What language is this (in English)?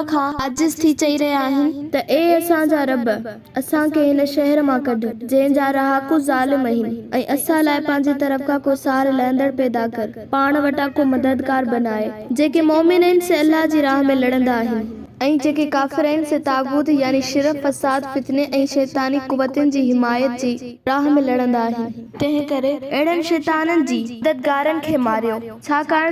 Sindhi